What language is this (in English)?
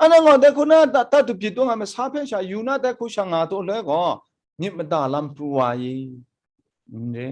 Kachin